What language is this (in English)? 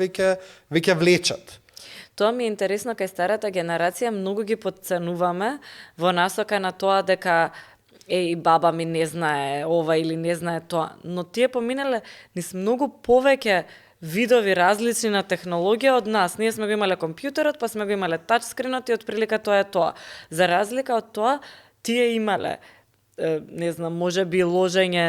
Macedonian